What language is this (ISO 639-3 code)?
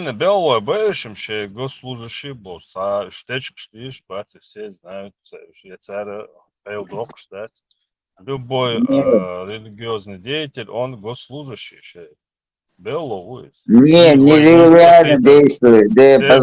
che